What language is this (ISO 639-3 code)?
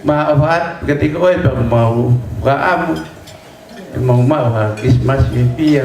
ton